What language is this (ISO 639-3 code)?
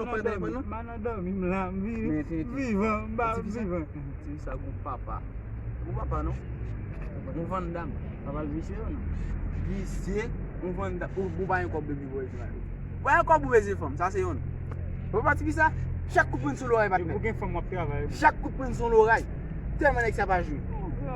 hat